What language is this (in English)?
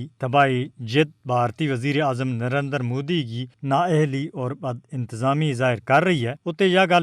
Gujari